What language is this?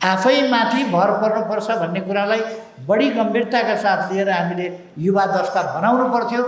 Nepali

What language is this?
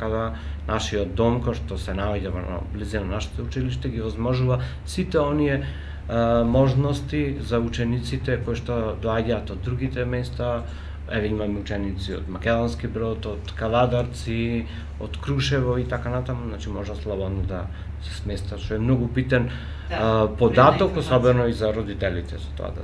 Macedonian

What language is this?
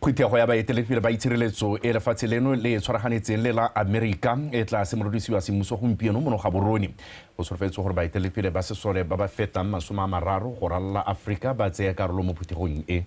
Tswana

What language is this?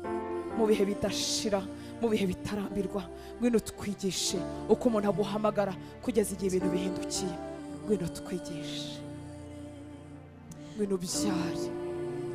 Kinyarwanda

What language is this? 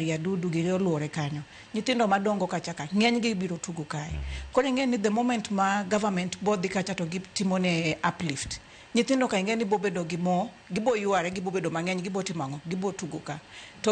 Luo (Kenya and Tanzania)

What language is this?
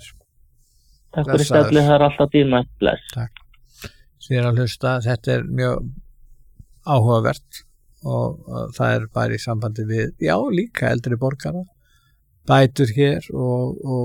Icelandic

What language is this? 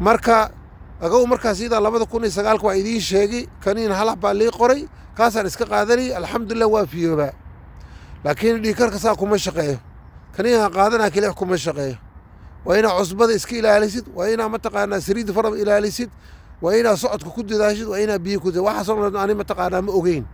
Somali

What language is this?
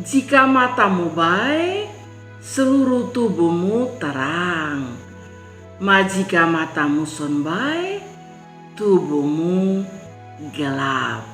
Kupang Malay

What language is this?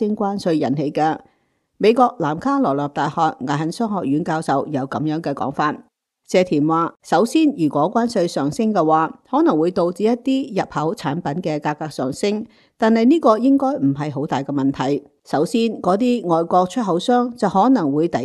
Cantonese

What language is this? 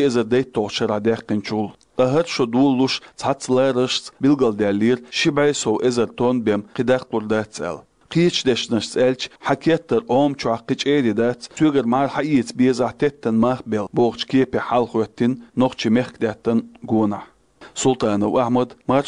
Chechen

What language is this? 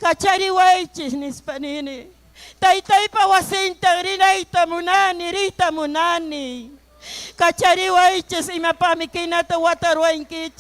Ayacucho Quechua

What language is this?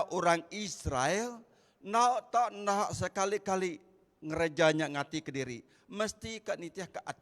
Iban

